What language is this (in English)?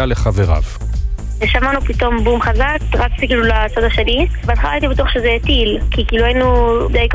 Hebrew